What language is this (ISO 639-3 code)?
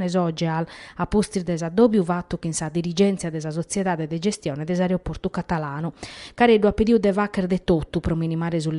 srd